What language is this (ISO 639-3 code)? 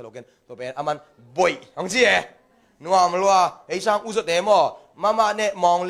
ctd